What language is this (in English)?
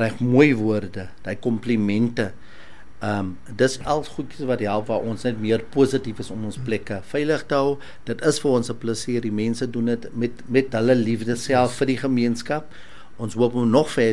Afrikaans